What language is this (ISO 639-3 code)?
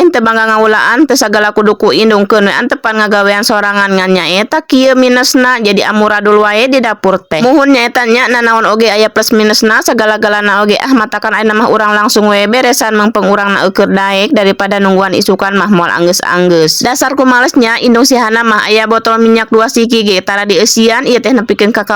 sun